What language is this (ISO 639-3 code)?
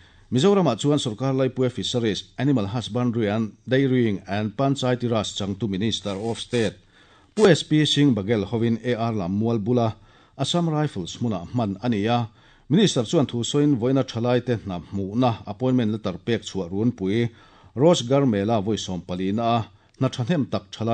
lus